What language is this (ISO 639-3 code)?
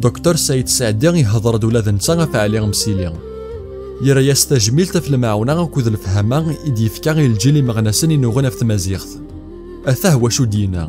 kab